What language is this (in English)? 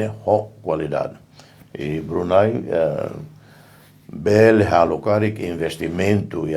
Tetum